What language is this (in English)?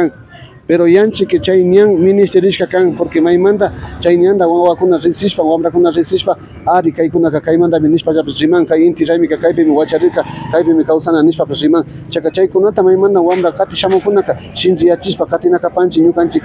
Imbabura Highland Quichua